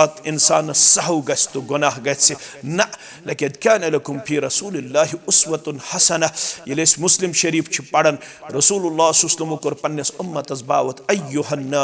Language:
Kashmiri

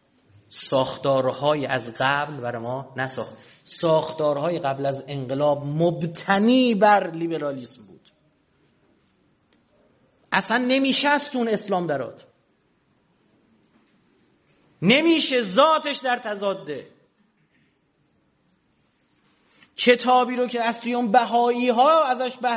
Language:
Persian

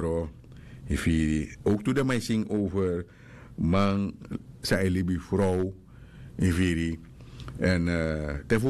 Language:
Sranan Tongo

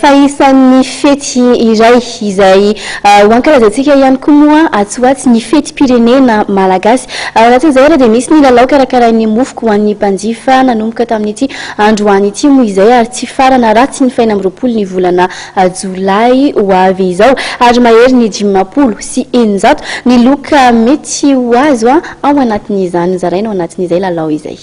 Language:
Malagasy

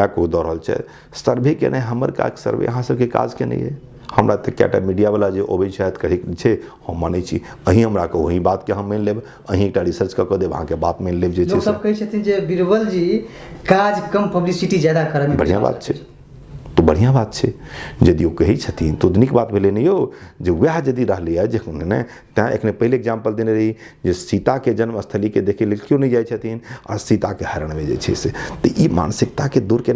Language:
Maithili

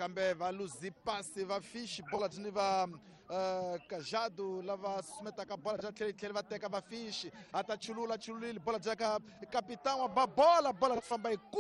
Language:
Tsonga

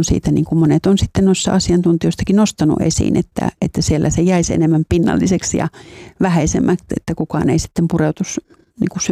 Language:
Finnish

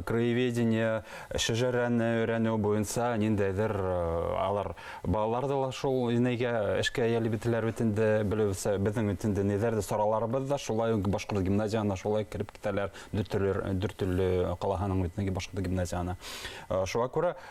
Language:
Bashkir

